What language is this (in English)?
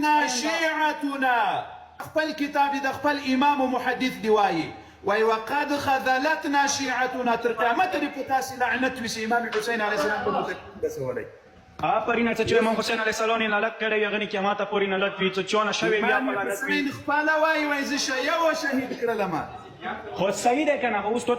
Pashto